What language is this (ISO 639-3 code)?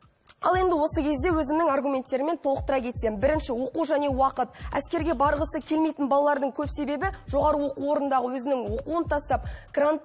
kaz